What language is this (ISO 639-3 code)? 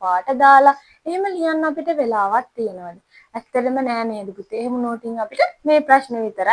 sin